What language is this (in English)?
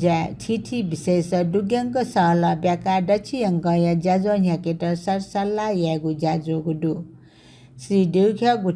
Newari